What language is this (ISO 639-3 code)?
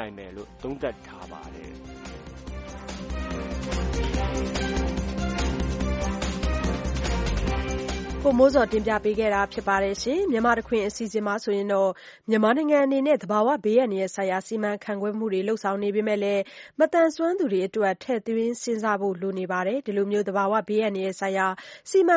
mya